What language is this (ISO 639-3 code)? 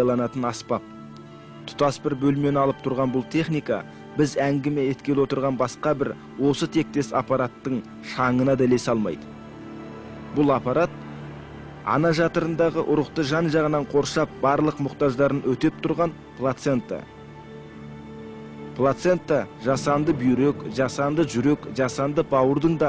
kaz